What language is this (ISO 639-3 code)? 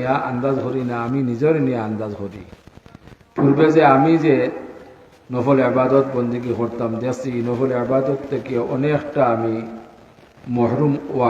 syl